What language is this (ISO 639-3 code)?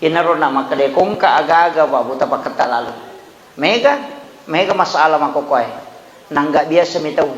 bug